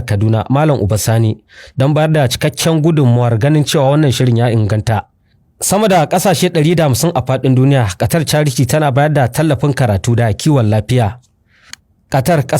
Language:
Hausa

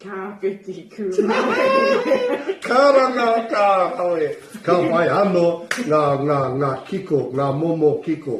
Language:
Māori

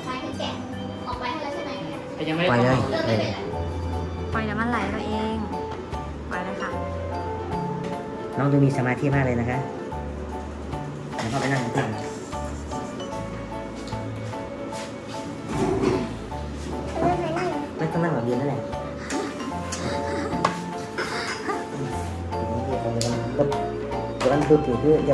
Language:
Thai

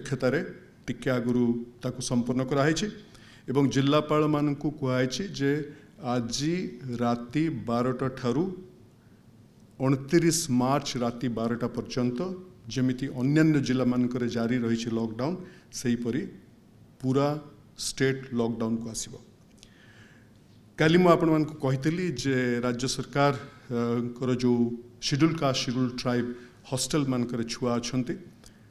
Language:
Odia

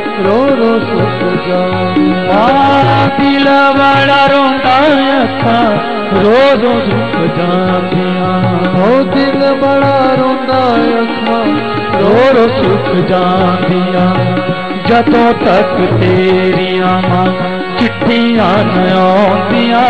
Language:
Punjabi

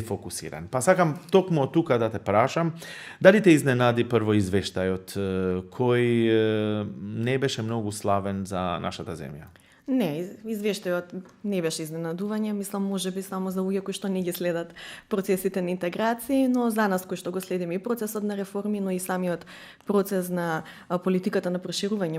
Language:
Macedonian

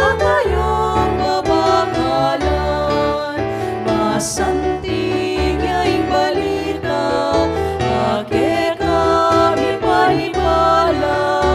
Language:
Pampanga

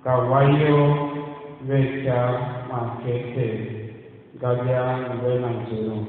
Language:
Tiv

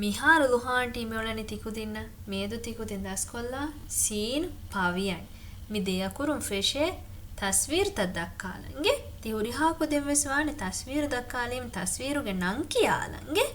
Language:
Divehi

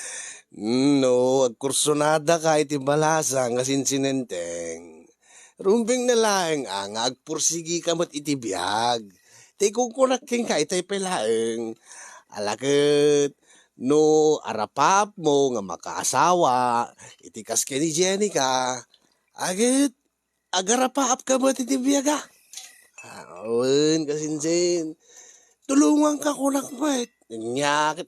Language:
Iloko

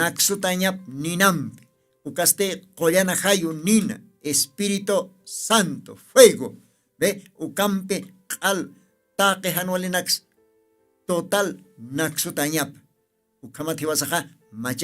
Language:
Aymara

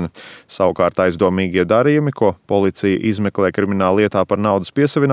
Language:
Latvian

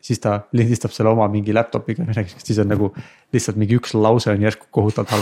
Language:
Estonian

